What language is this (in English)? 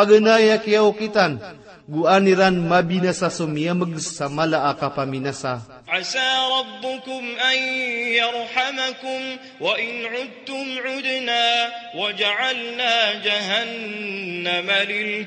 Maranao